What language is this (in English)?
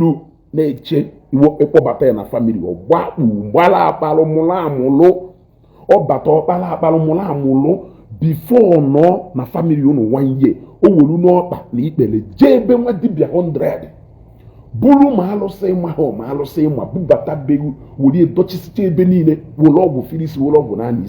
Igbo